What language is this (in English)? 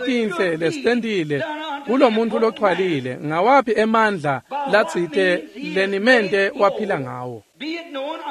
Swati